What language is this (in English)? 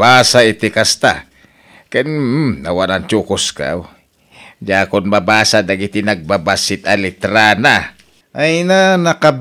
Iloko